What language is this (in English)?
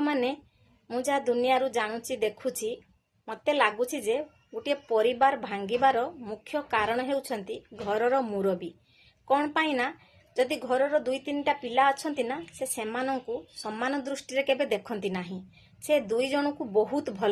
Odia